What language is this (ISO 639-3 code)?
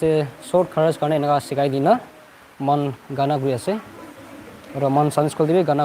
nag